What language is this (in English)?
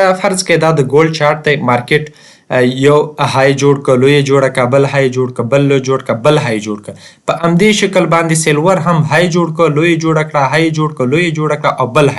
Pashto